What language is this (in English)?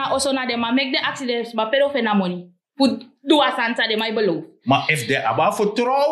Sranan Tongo